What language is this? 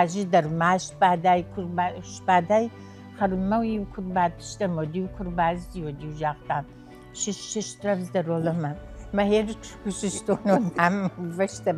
Ossetic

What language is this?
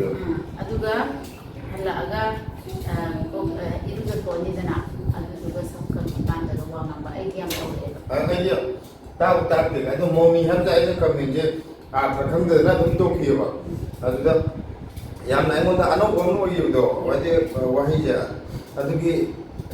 Manipuri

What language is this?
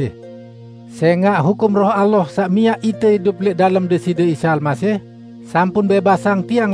Sasak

